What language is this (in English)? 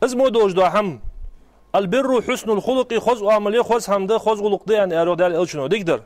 Ingush